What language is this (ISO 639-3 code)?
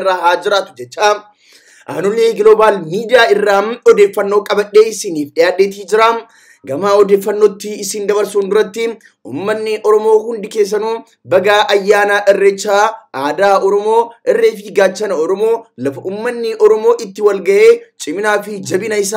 orm